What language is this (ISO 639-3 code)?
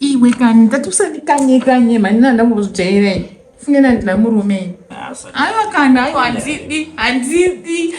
sna